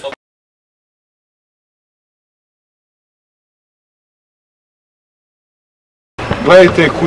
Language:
Serbian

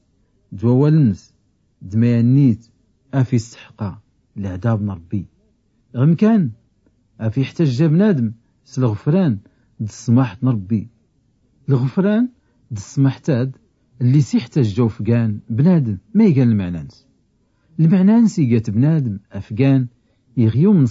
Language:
Tachelhit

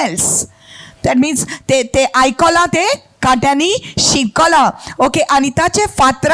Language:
Konkani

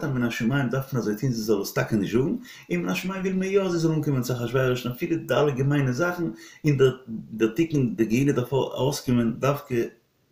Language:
Yiddish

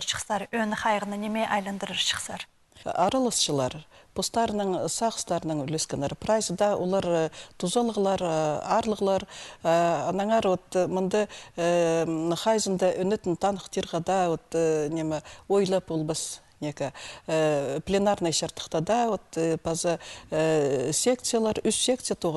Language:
Khakas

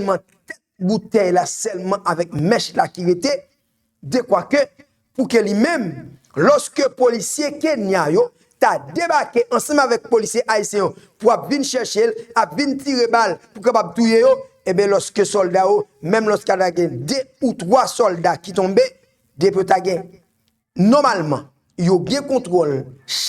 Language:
Haitian Creole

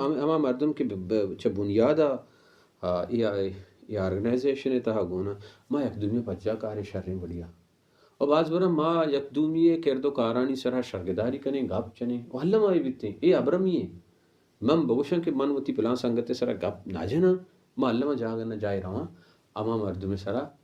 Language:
Baluchi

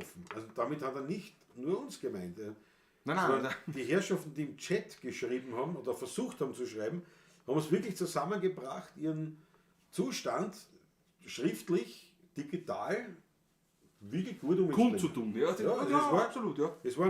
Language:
Bavarian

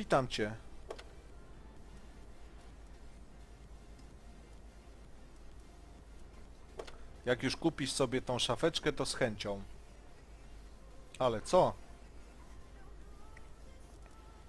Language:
Polish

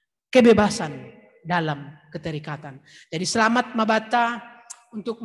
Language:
Batak Simalungun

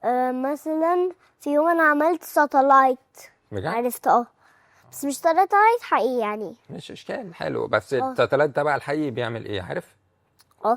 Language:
Egyptian Arabic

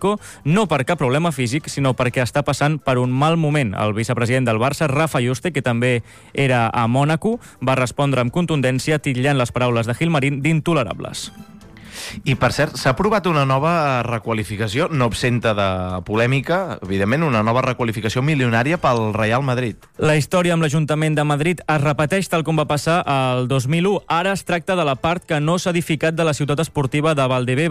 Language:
Catalan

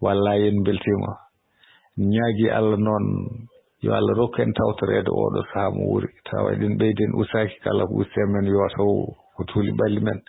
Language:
Fula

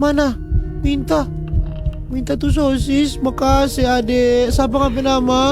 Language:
Manado Malay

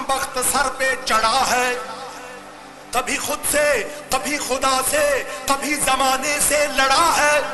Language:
Hindi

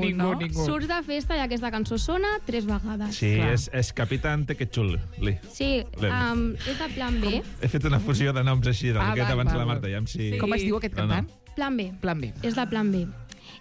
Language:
Catalan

